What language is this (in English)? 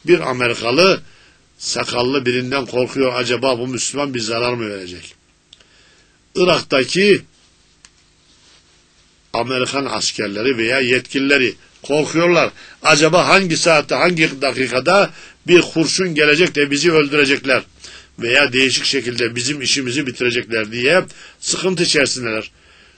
Turkish